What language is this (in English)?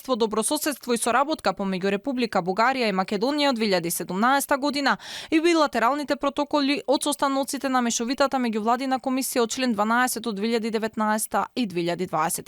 Macedonian